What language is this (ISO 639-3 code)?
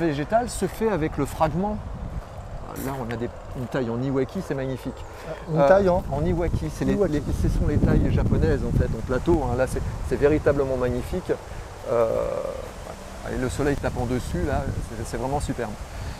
fra